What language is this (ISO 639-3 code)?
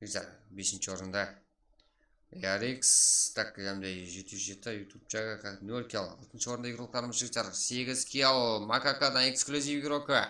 kaa